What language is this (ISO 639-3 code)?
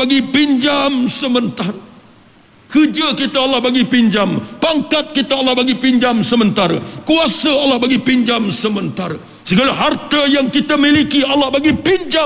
msa